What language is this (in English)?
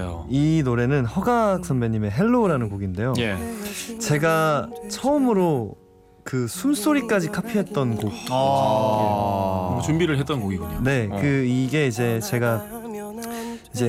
Korean